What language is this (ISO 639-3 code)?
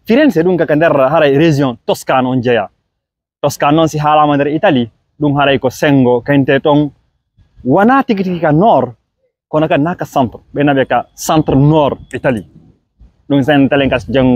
ful